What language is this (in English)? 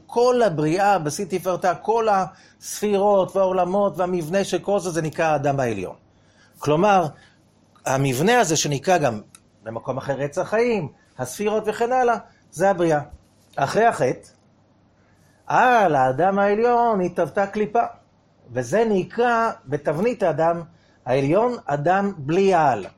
Hebrew